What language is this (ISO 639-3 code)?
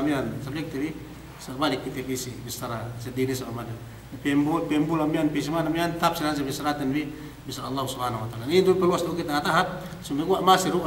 yka